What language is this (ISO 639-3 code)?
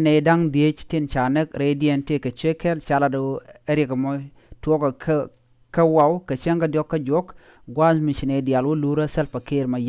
nus